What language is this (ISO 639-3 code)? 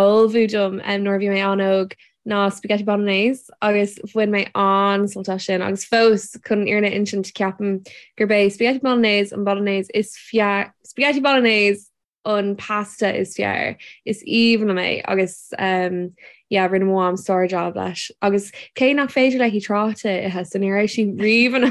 gle